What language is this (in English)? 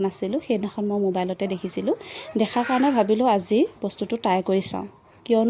Assamese